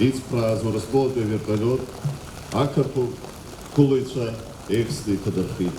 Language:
Abkhazian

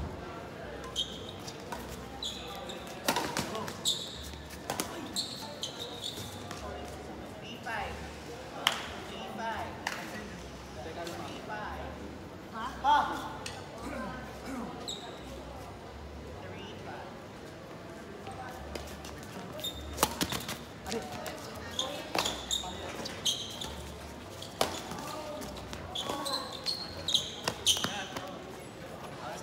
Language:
Filipino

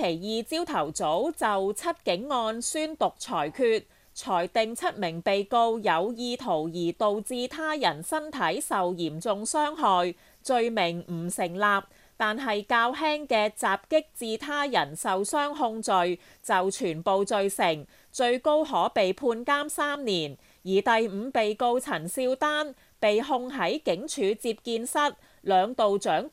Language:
Cantonese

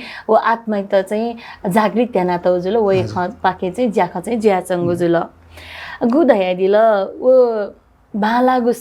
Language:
Newari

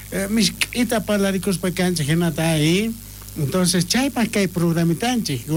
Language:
South Bolivian Quechua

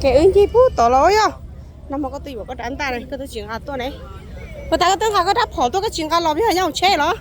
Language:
Hmong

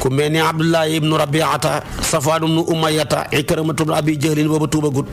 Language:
Wolof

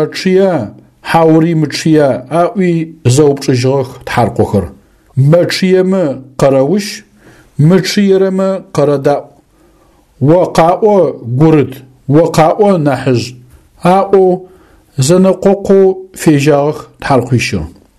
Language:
Adyghe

